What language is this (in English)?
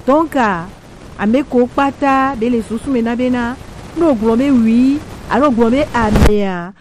Gen